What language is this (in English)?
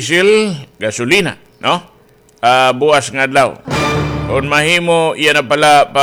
Waray